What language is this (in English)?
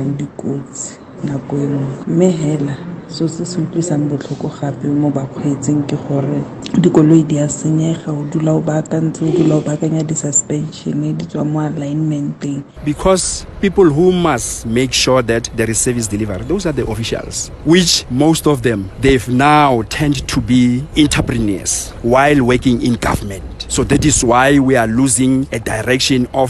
Tswana